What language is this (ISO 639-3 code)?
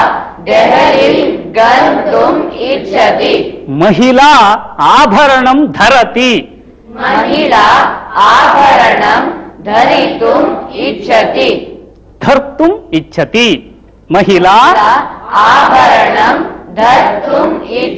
san